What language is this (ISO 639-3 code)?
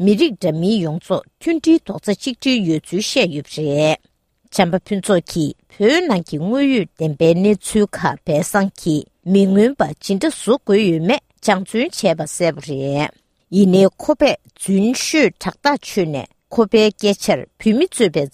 bod